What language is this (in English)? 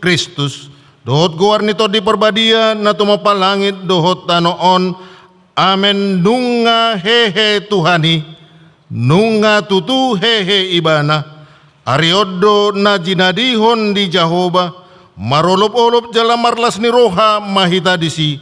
Batak Toba